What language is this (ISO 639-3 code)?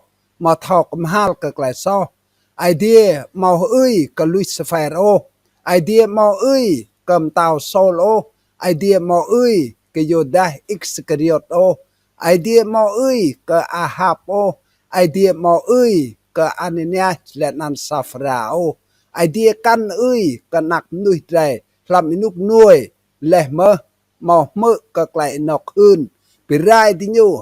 rad